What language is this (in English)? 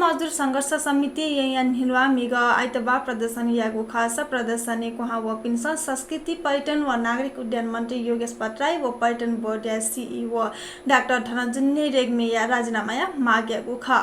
Newari